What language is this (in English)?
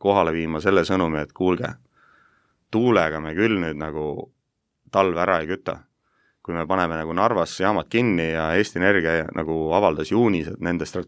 Estonian